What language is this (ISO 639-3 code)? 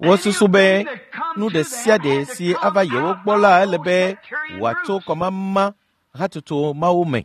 ewe